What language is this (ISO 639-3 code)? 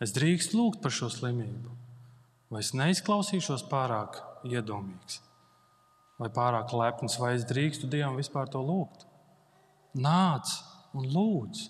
lav